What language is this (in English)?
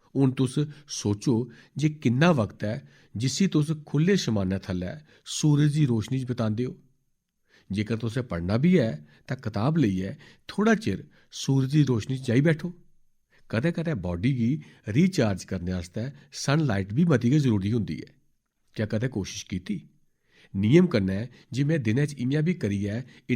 Dogri